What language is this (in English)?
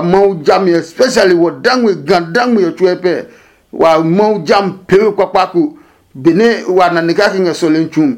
Adangme